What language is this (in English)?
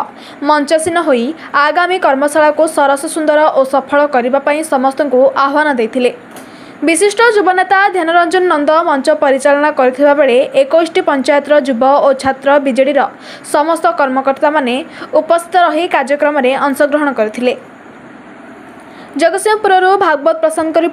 Odia